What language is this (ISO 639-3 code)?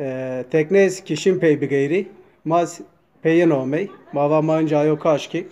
zza